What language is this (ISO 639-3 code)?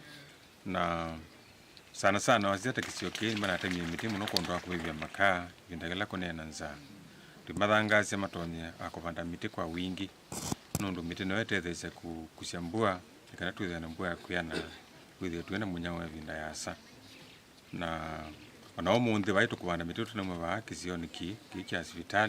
kam